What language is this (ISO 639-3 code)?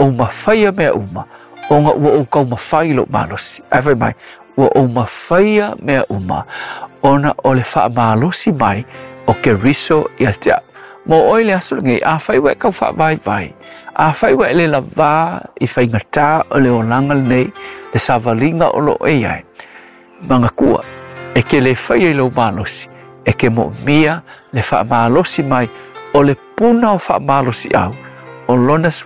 smo